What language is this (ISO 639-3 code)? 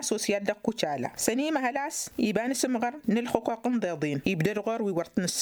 taq